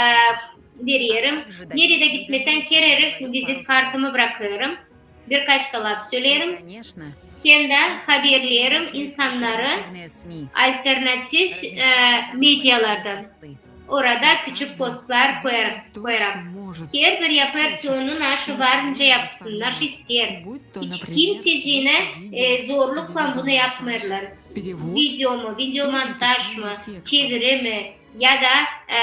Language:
Gagauz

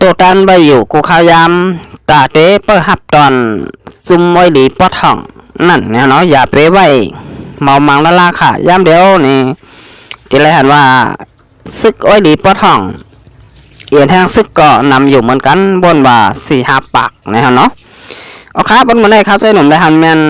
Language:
Shan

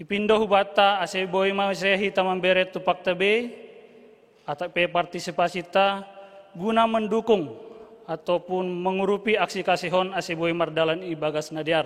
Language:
Batak Simalungun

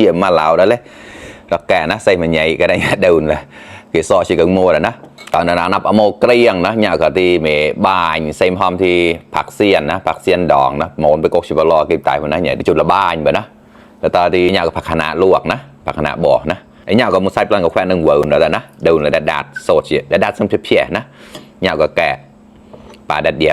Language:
Mon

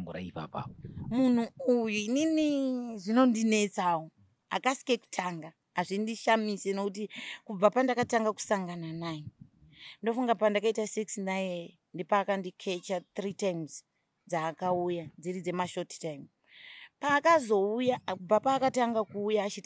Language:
Shona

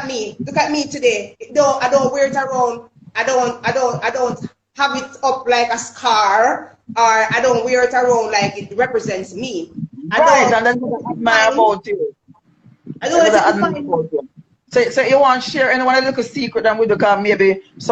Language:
Jamaican Creole English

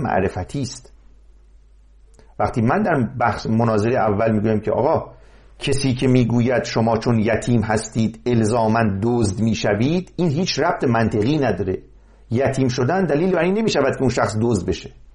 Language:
Persian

